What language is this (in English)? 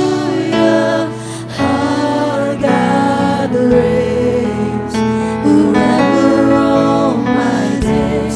Waray